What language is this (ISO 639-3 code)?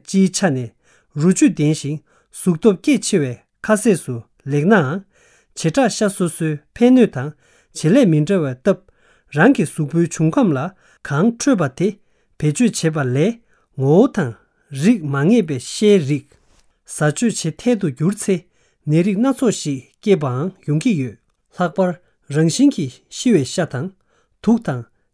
bod